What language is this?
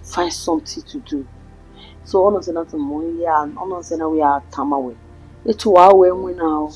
Bini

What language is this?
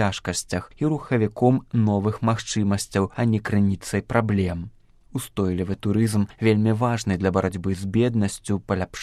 Belarusian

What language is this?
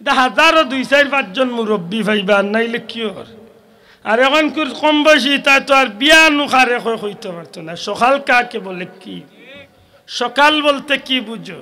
Sylheti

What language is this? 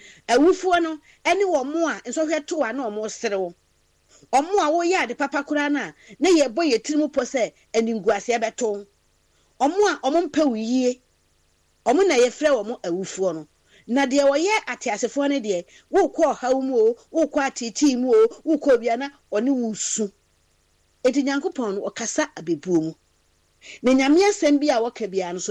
Akan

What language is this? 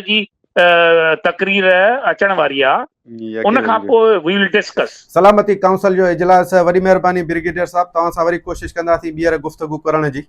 Sindhi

